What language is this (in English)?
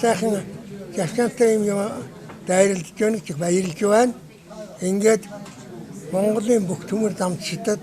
Mongolian